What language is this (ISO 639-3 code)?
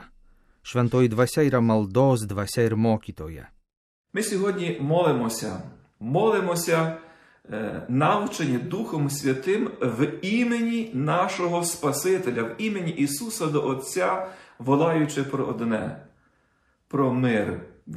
lit